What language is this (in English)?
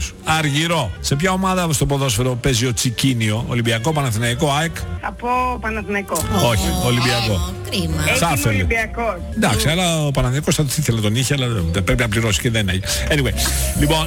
Greek